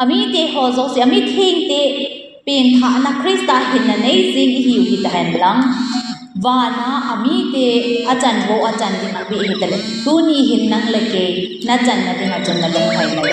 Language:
Thado Chin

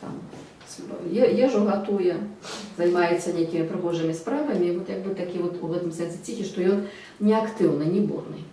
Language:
Belarusian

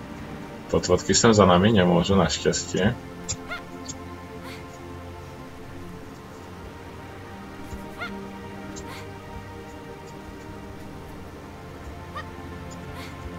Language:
Slovak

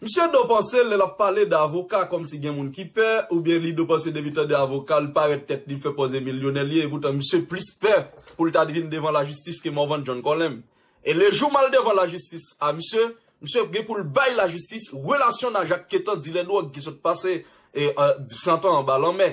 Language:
Haitian Creole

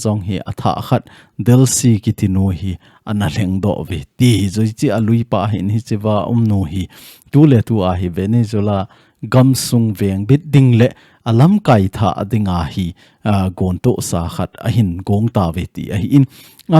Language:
Thado Chin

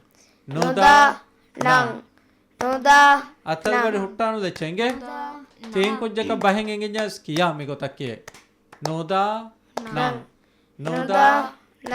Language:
Divehi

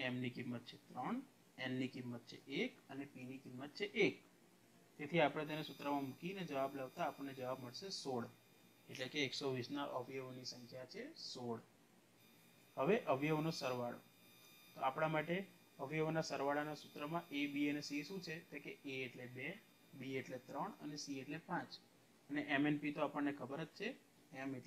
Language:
Gujarati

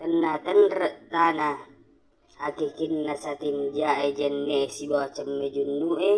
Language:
Buginese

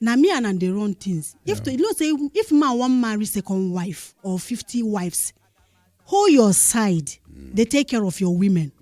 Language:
Nigerian Pidgin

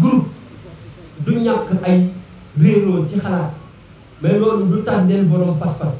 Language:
Wolof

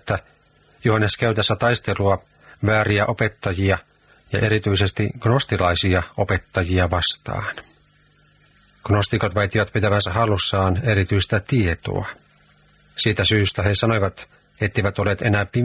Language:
Finnish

